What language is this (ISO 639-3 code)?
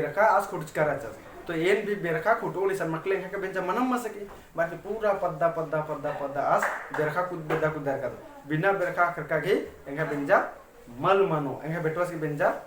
kru